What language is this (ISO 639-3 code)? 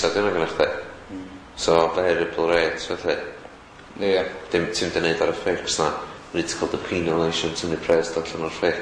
cym